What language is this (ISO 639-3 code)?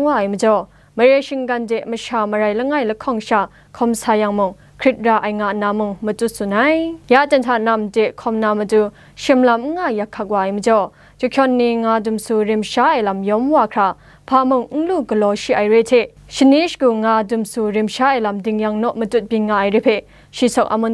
kac